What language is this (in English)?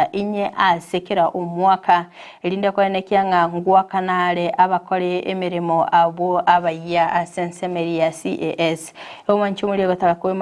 Gusii